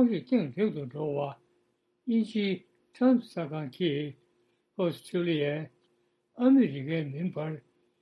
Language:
Tibetan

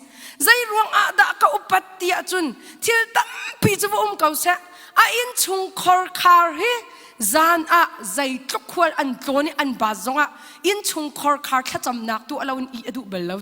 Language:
Hakha Chin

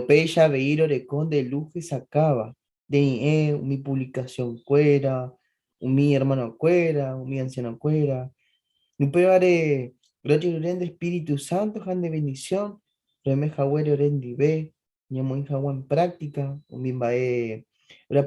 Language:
Guarani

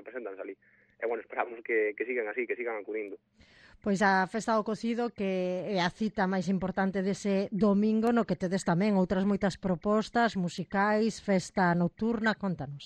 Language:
Galician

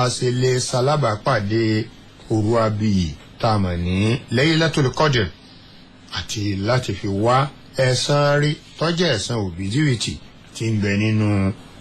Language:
Yoruba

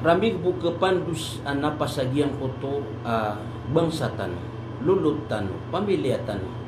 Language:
Maranao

